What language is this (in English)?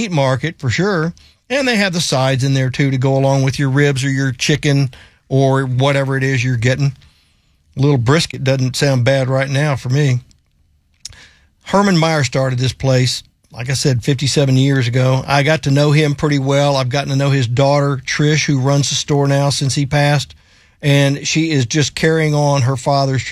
English